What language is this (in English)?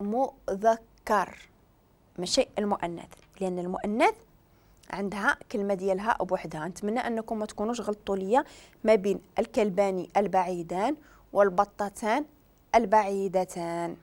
Moroccan Arabic